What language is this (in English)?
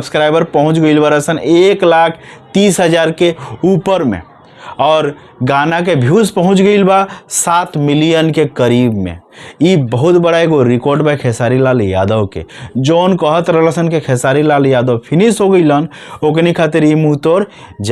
Bhojpuri